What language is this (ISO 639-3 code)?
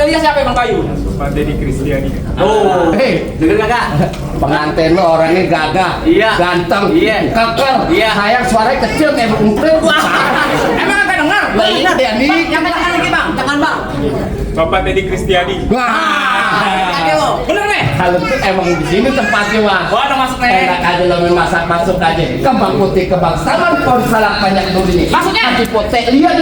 bew